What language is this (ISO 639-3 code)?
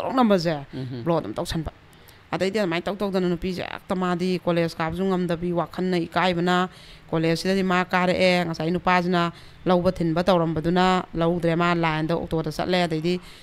mni